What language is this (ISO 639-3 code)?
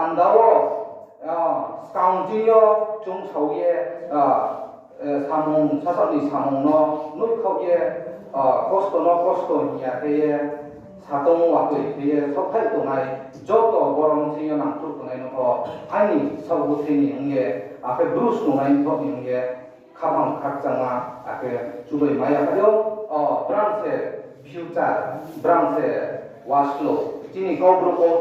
ria